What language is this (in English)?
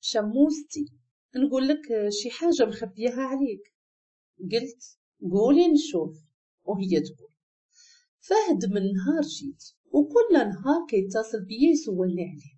Moroccan Arabic